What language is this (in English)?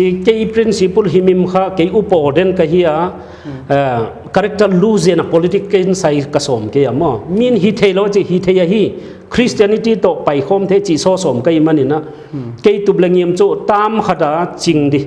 Paite Chin